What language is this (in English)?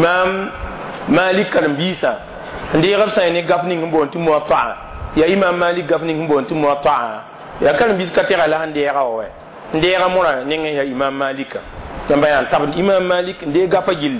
Mossi